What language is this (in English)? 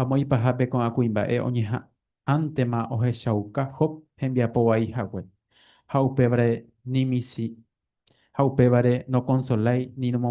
Guarani